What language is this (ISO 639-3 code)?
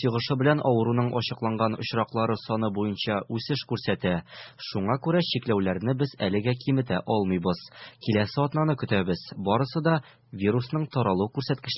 tat